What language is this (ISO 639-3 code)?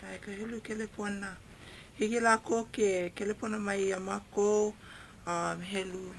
haw